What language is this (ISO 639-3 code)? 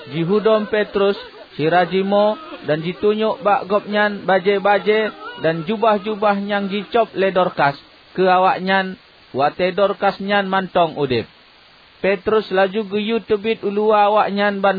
ace